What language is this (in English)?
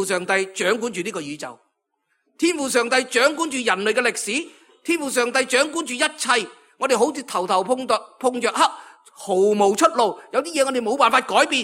Cantonese